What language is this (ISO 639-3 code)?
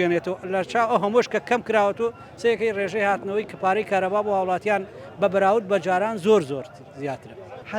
ckb